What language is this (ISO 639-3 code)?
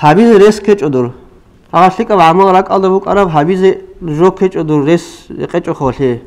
ava